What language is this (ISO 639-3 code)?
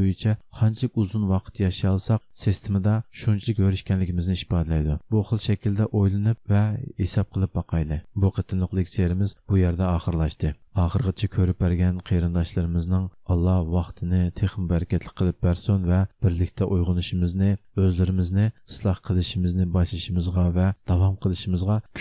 uig